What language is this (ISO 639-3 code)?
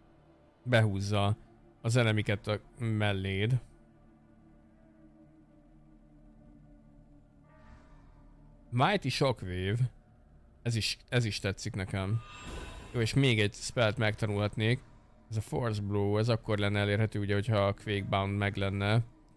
hun